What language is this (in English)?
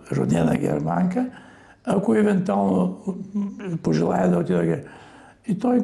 Bulgarian